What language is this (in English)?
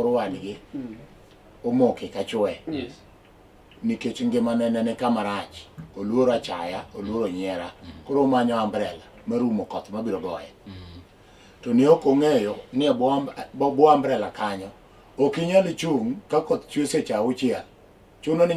Luo (Kenya and Tanzania)